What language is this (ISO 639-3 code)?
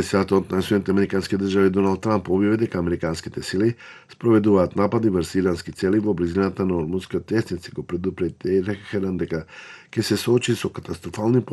mkd